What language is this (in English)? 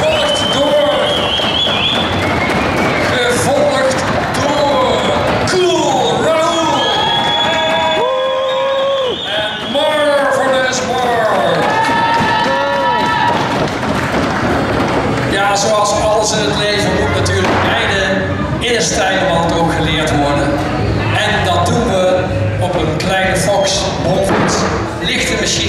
Dutch